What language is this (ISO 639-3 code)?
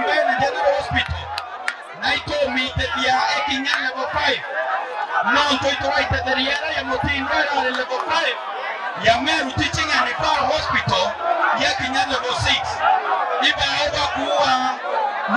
mer